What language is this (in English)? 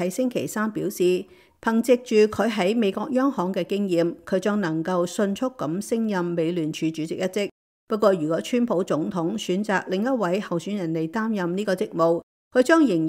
Cantonese